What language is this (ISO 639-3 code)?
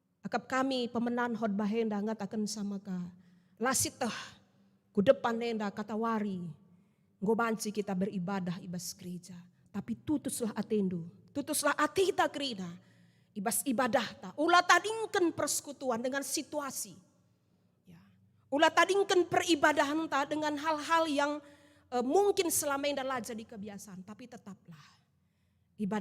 btx